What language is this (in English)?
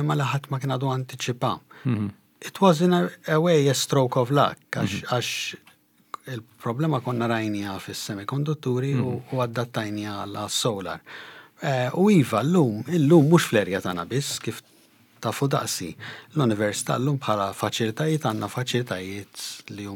Maltese